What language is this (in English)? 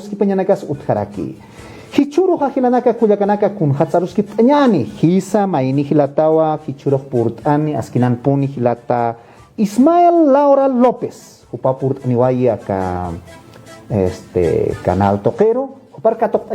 Aymara